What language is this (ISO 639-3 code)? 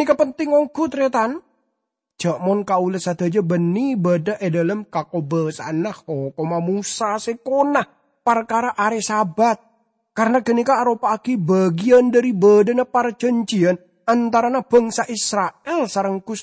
mad